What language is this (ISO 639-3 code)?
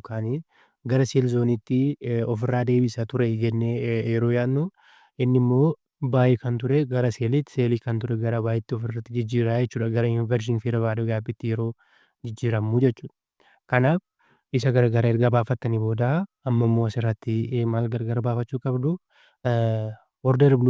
orm